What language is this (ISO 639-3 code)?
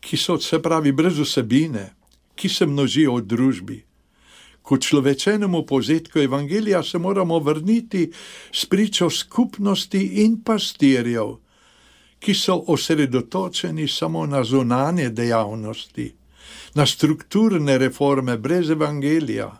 slv